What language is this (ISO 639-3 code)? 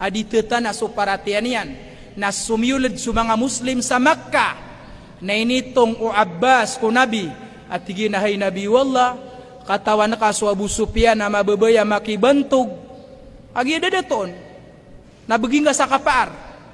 mrw